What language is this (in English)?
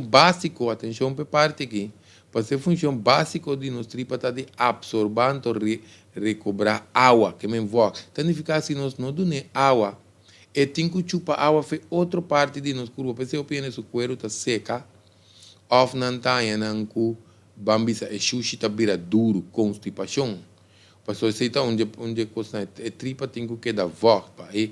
Papiamento